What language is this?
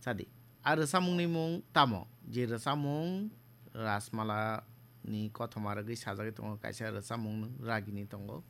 Kok Borok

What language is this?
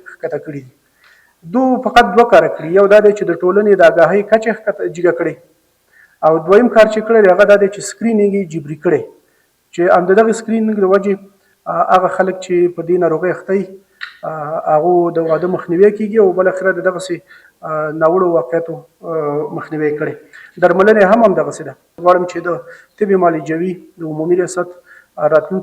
Pashto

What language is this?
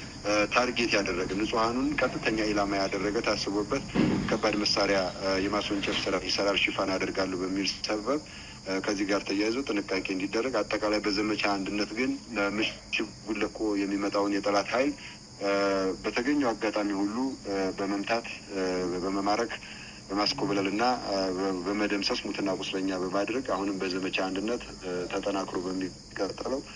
Amharic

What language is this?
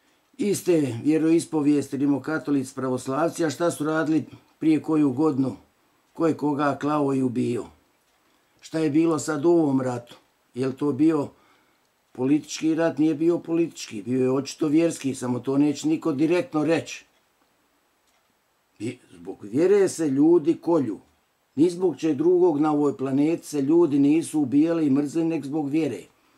Bosnian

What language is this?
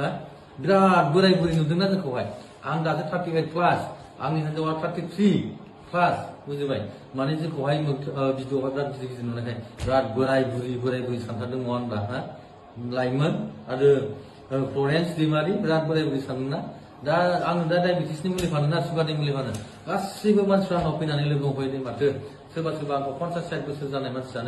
Bodo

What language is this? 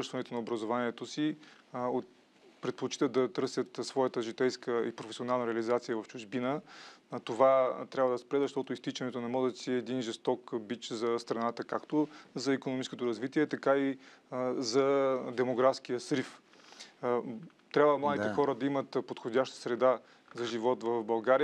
Bulgarian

